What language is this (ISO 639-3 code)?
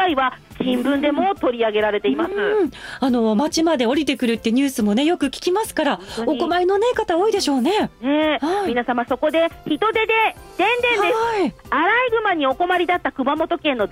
jpn